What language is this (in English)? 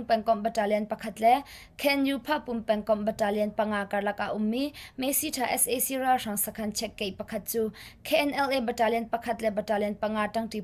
Hakha Chin